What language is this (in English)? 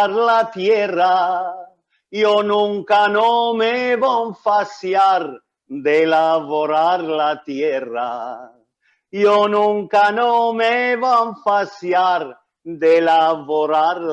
Ladino